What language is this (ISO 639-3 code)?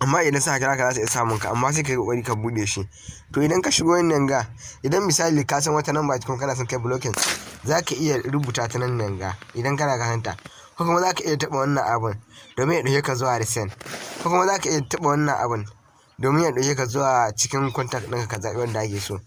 hau